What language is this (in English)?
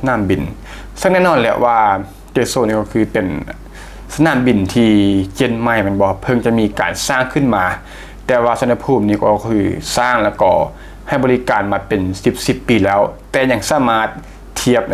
Lao